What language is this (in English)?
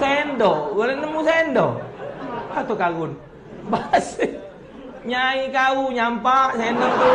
Musi